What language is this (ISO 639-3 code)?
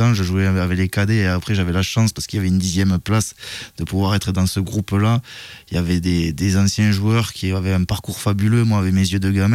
fra